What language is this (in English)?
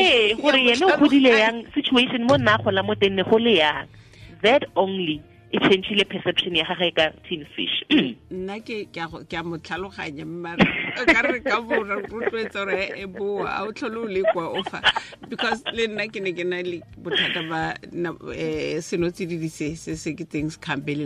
Tswana